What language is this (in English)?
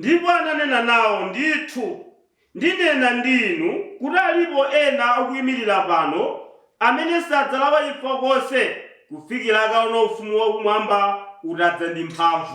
Nyanja